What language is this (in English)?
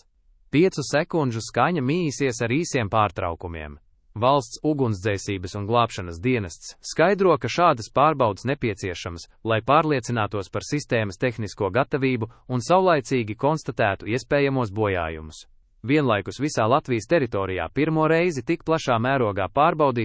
Latvian